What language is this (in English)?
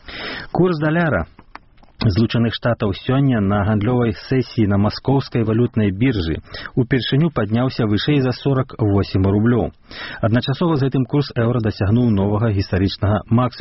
Belarusian